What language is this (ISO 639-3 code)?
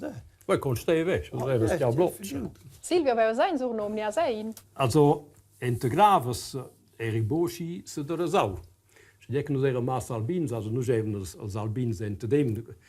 roh